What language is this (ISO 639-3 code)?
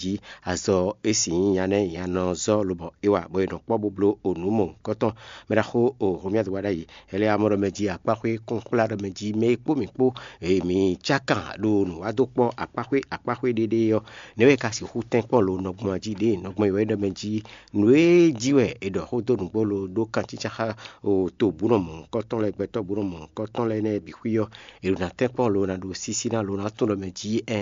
fon